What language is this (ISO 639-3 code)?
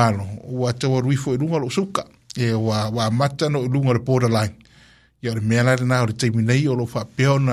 smo